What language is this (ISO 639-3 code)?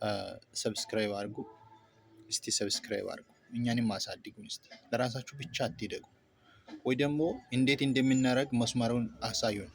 amh